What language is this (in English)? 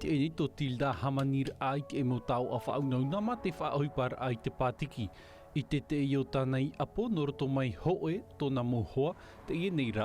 Tahitian